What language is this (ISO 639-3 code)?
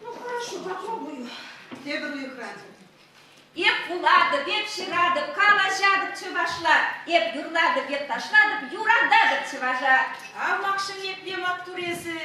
chv